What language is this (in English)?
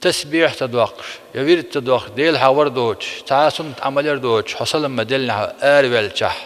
Chechen